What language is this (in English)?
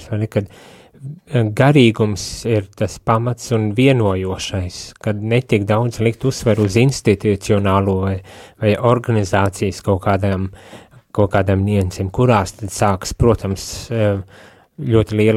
Latvian